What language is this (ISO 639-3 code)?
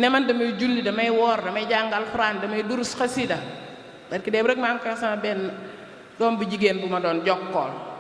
wol